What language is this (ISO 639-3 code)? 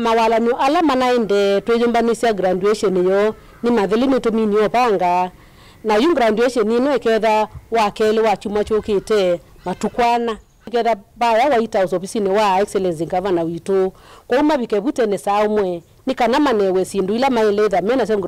kam